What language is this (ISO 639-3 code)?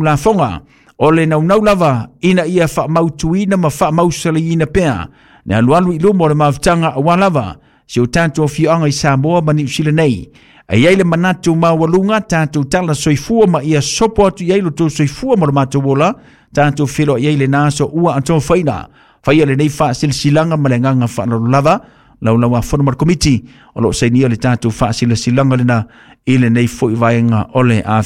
smo